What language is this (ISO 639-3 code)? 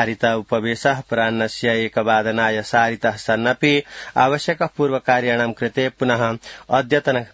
san